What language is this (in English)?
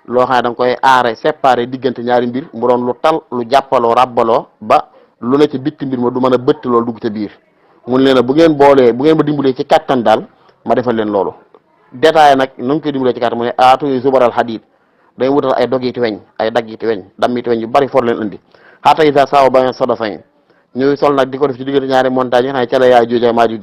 Wolof